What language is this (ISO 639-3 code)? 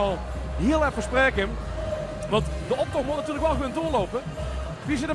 lim